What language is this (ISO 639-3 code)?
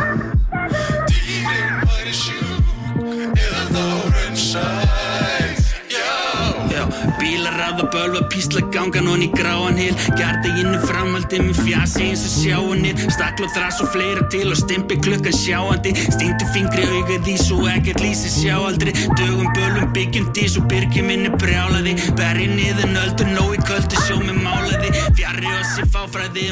isl